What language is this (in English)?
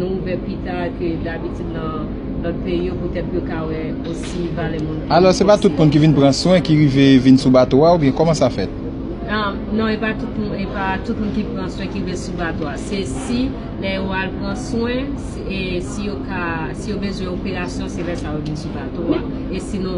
Haitian Creole